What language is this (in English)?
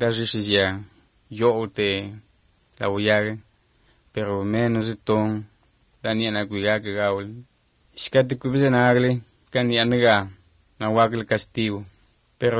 Galician